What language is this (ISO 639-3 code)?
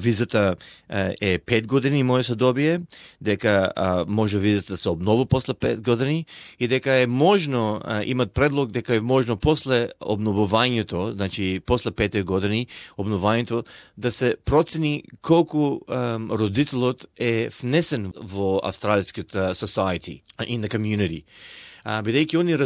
mkd